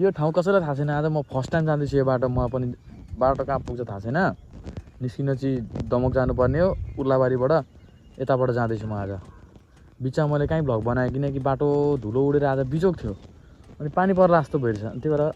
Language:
Nepali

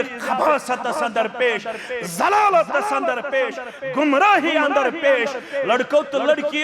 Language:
Kashmiri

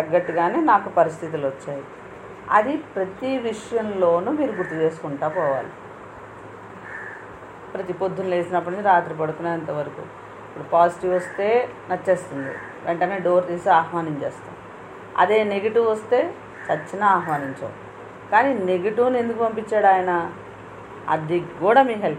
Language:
Telugu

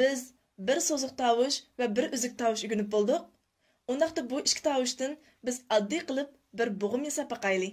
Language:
Uyghur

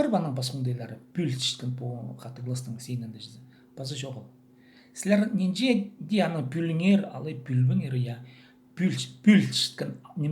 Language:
Khakas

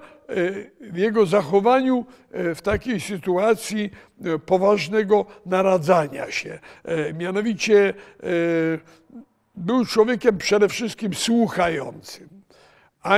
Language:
Polish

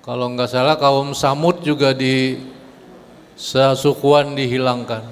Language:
Banjar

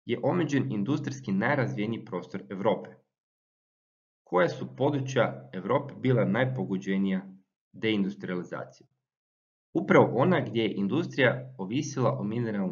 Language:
Croatian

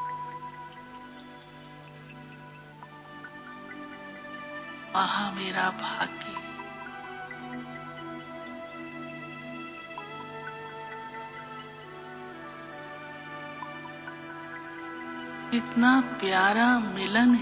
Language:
Hindi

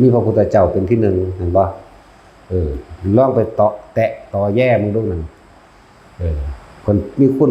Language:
Lao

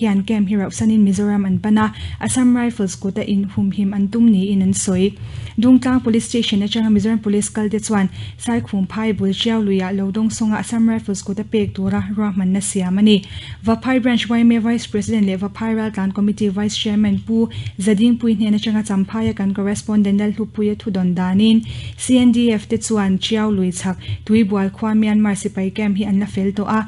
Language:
Mizo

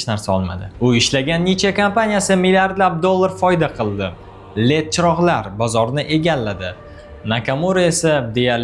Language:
Uzbek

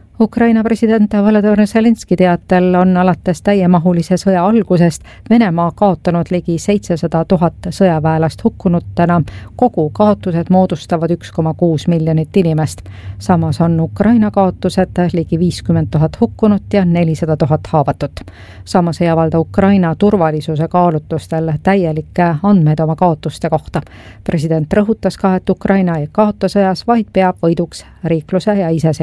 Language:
Estonian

